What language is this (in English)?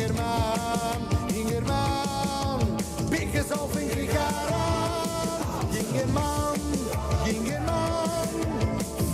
Yiddish